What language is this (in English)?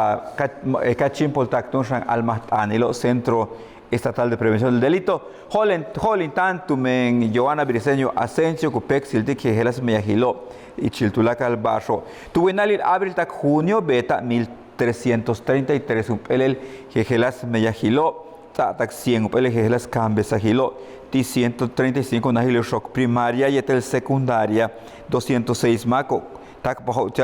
Yucateco